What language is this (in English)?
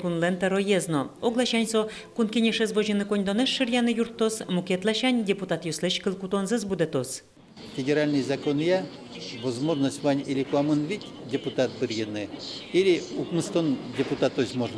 Udmurt